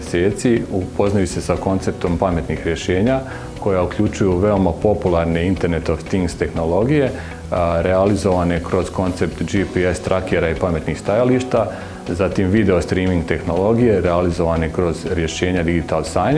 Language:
Bosnian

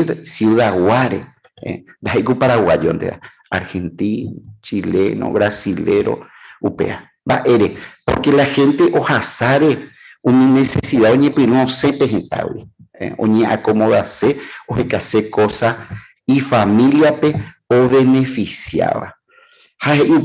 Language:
Guarani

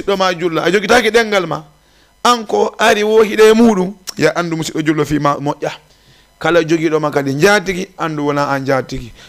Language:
Fula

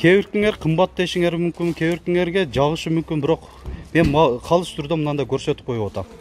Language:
Kyrgyz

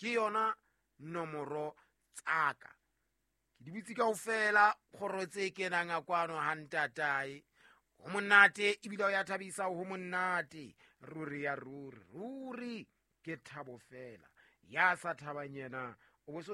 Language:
Southern Sotho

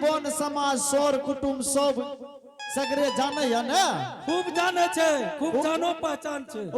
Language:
Angika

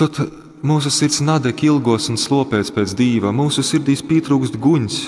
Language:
Latgalian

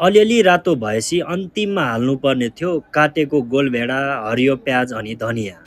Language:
Nepali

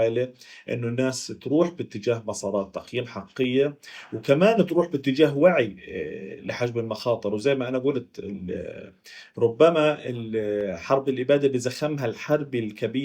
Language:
North Levantine Arabic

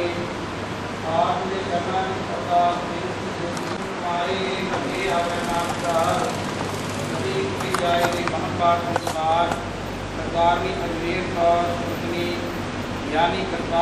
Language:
Punjabi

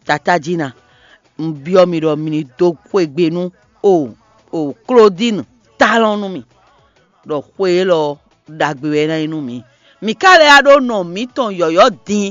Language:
Fon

